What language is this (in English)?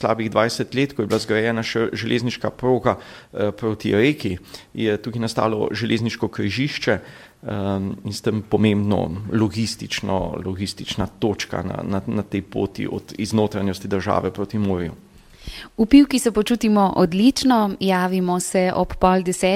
Slovenian